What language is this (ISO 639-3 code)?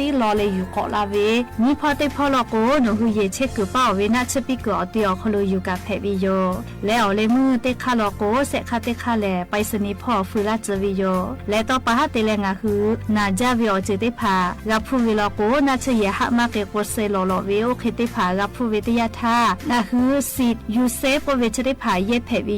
lhu